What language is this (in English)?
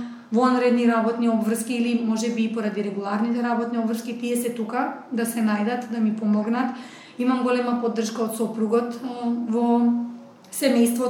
Macedonian